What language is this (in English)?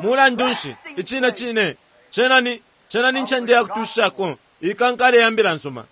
Bemba